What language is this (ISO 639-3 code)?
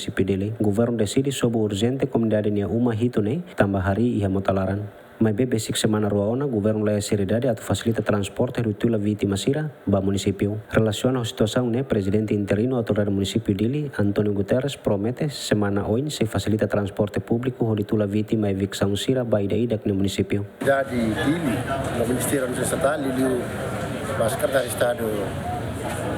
tet